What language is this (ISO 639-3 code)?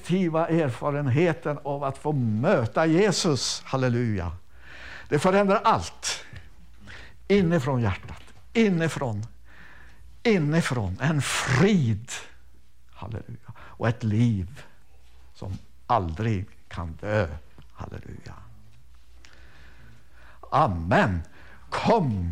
swe